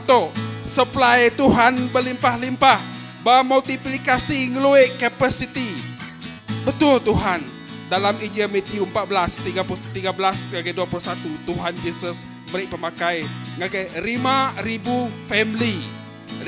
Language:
Iban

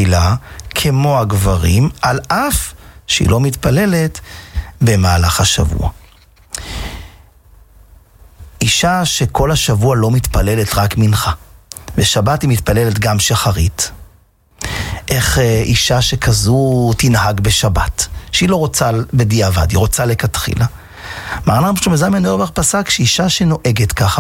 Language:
Hebrew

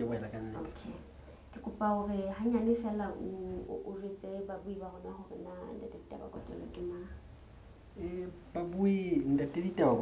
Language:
Southern Sotho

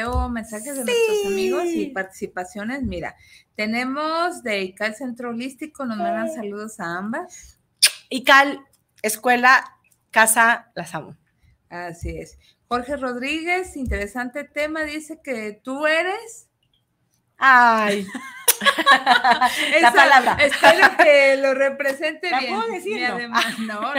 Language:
Spanish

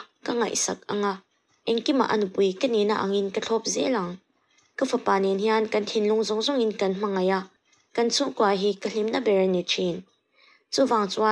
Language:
Mizo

